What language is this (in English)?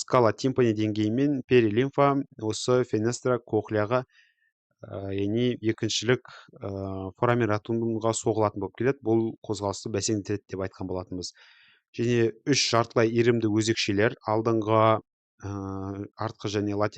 Kazakh